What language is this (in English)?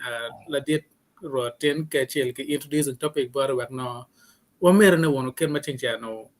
Acoli